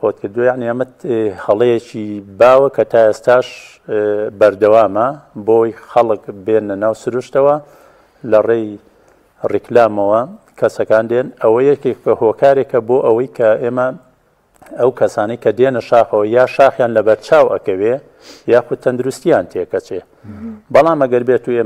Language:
Central Kurdish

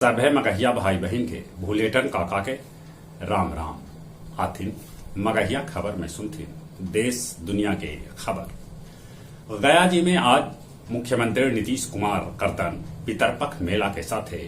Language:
Magahi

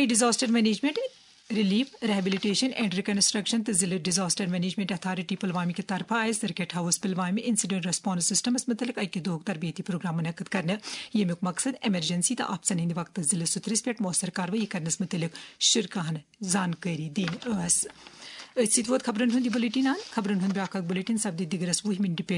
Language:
Kashmiri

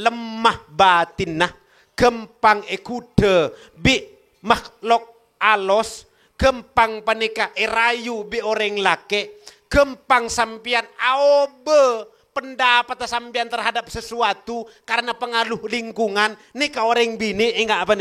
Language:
Madurese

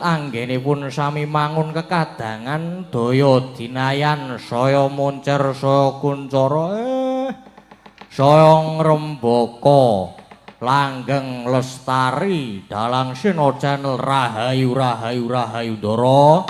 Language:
Javanese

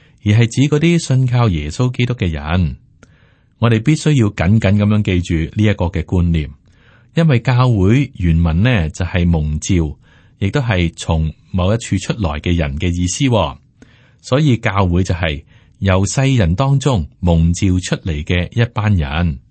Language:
Cantonese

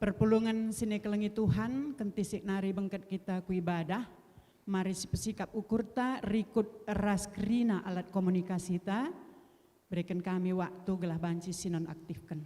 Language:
Batak Karo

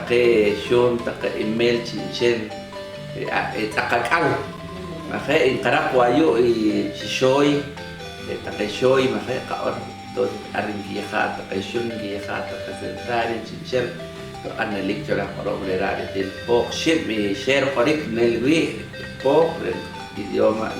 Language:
Poqomchi'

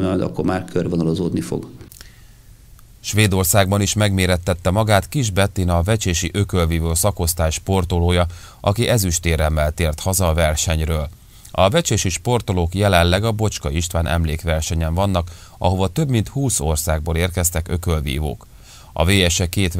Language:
Hungarian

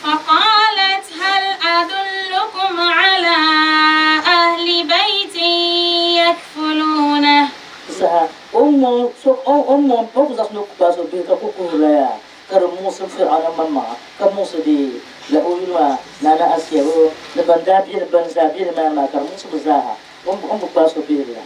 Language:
Dagbani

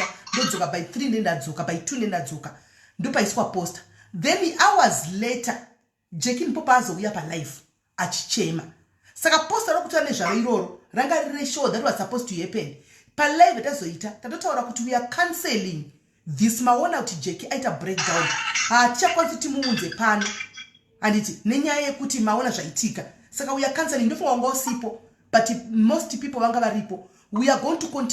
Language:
Shona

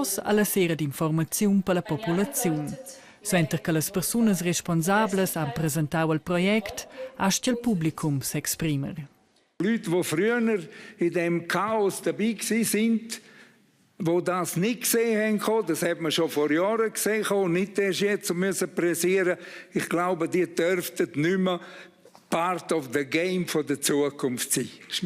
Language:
Romansh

